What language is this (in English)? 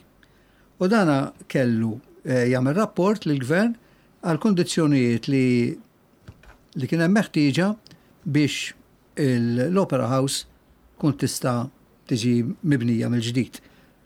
Maltese